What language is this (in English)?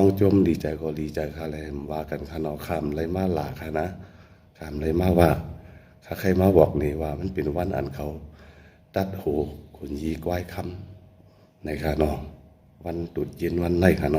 Shan